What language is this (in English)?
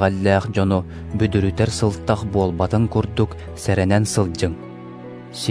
Yakut